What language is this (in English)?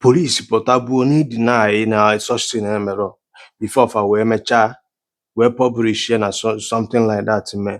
Igbo